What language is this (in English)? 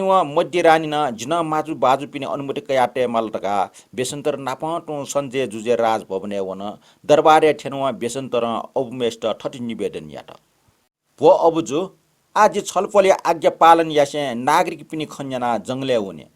Newari